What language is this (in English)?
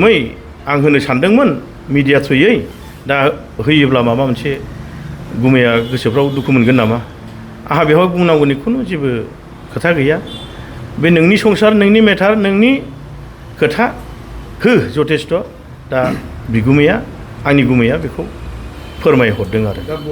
Bodo